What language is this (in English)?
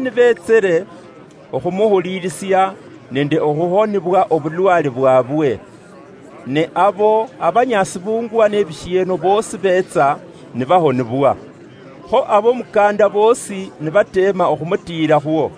Luyia